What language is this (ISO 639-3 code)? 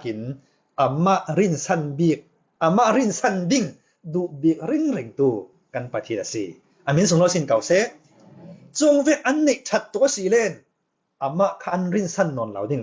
cfm